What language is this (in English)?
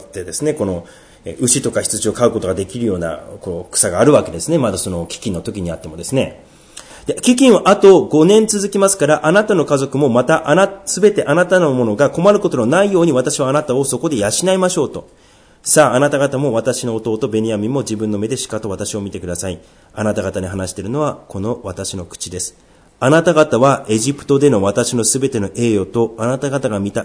Japanese